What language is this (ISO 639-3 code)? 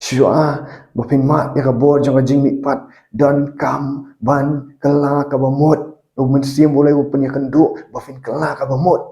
kha